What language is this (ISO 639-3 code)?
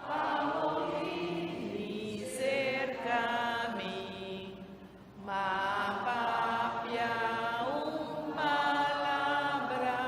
pap